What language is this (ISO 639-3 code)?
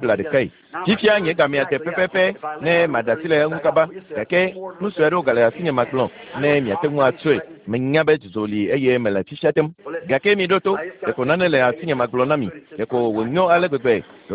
ewe